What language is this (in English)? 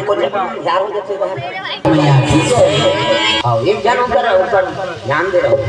Chhattisgarhi